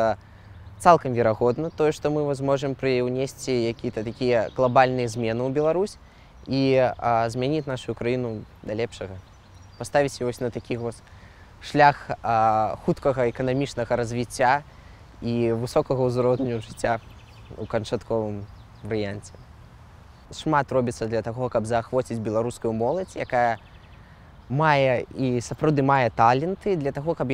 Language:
Belarusian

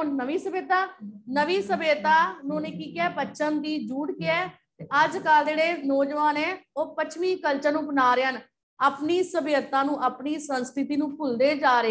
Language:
Punjabi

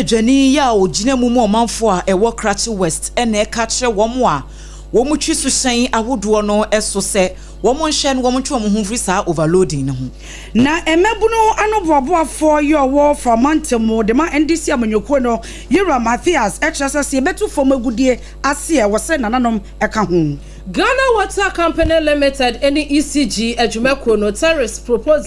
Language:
Akan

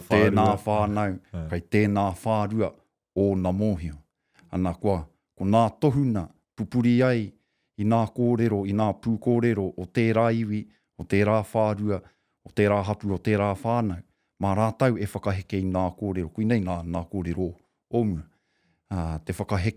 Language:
Māori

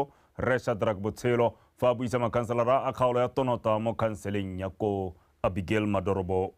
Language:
Tswana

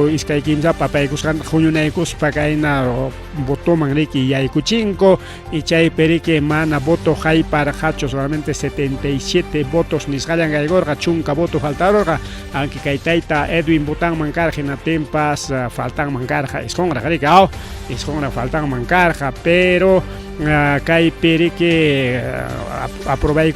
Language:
Ayacucho Quechua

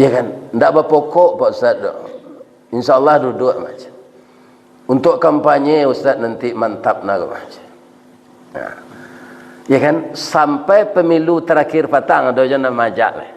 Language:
Minangkabau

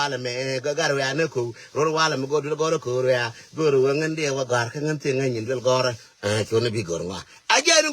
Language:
Nuer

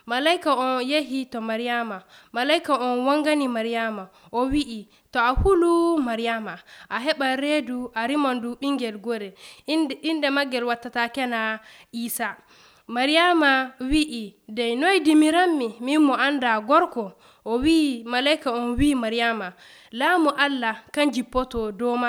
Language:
Nigerian Fulfulde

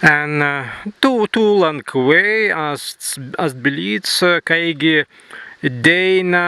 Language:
Prussian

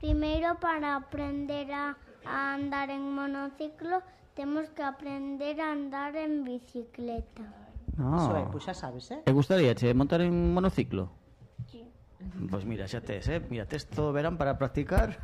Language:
Galician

